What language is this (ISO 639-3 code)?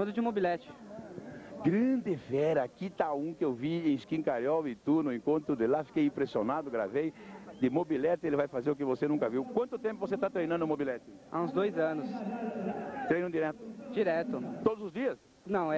por